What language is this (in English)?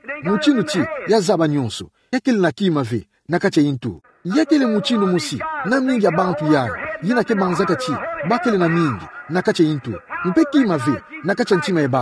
Kituba (Democratic Republic of Congo)